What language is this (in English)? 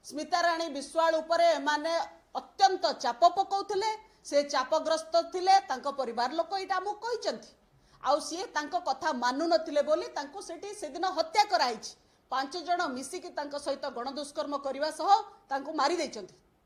Odia